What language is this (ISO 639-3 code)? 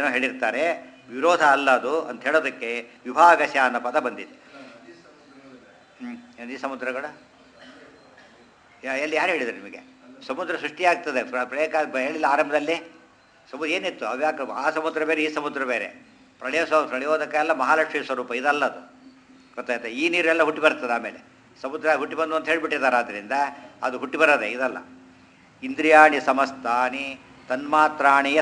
kan